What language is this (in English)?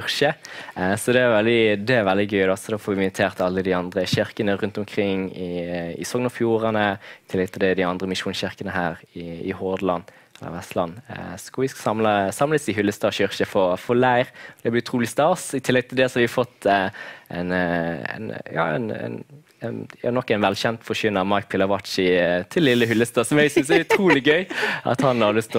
Norwegian